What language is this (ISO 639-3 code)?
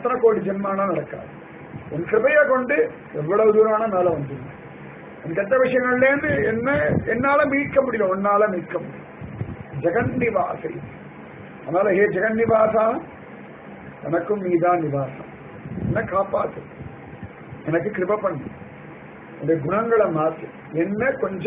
tam